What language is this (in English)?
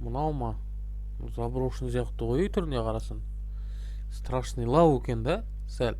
Kazakh